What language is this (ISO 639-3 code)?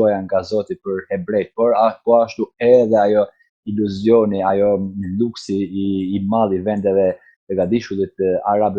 sqi